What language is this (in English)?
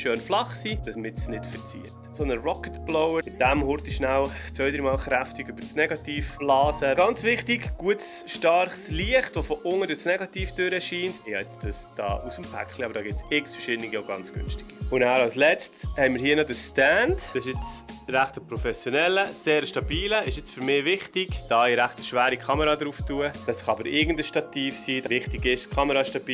Swiss German